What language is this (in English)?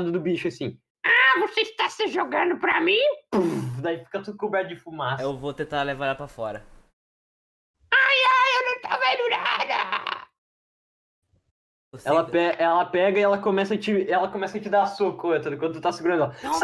Portuguese